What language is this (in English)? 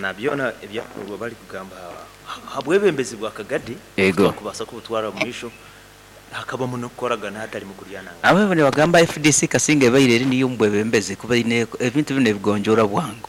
Nyankole